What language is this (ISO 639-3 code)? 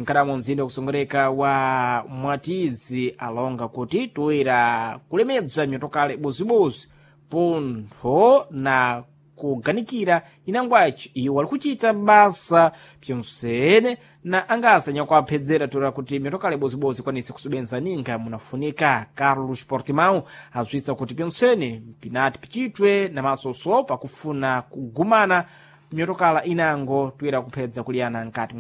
seh